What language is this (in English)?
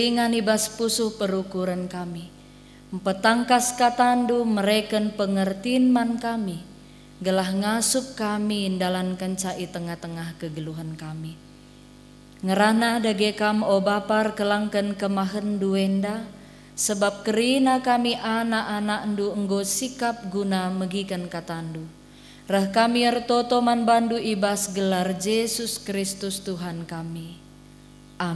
Batak Karo